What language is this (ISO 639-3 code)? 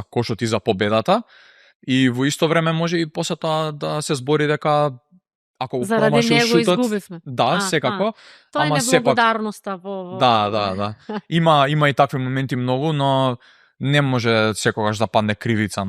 mkd